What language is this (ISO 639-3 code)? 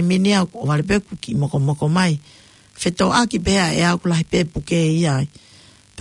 ton